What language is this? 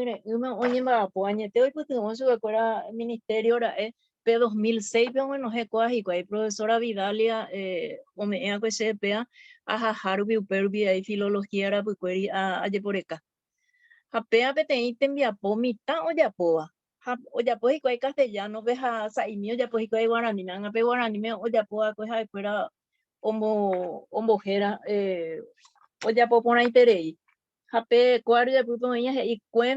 Guarani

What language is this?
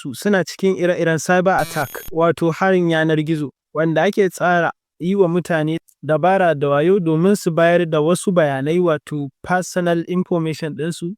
Hausa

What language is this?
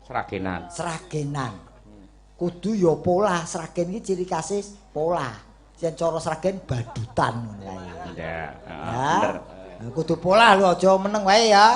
Javanese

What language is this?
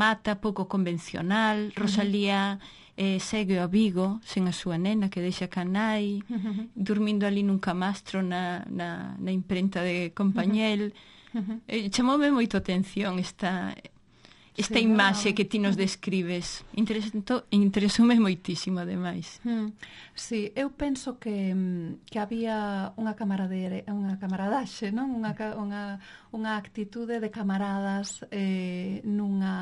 Galician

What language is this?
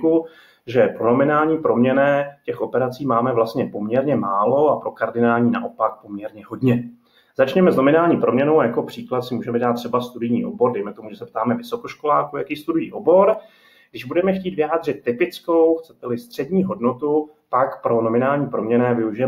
Czech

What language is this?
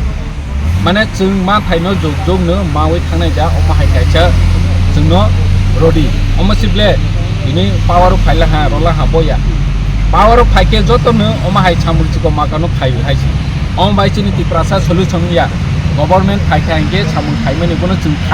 Kok Borok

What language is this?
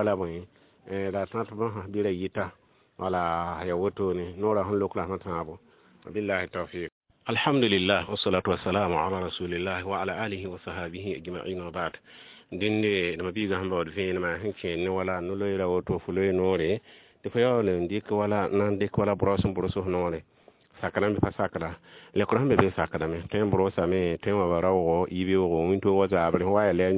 Mossi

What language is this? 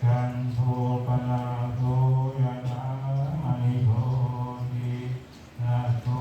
Pali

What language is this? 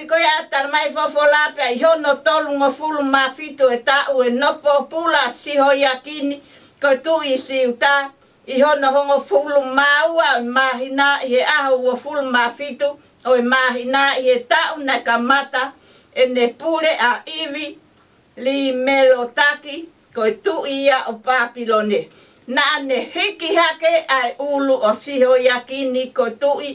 Tongan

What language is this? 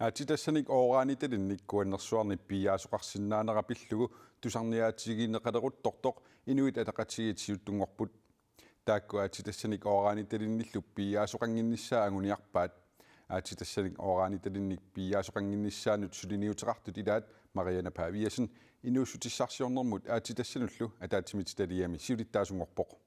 Kalaallisut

